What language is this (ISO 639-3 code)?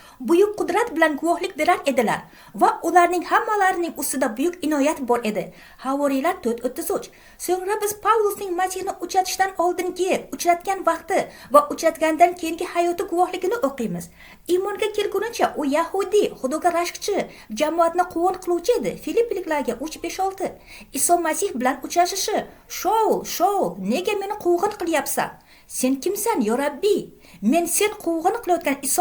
uzb